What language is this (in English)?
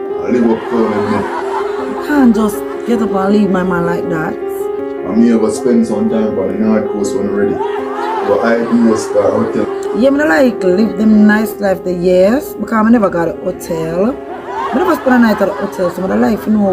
Jamaican Creole English